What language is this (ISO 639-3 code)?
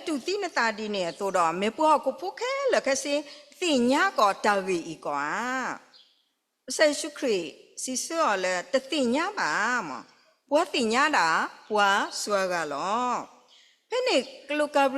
ksw